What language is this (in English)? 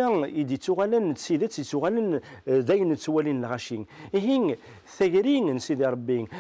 Kabyle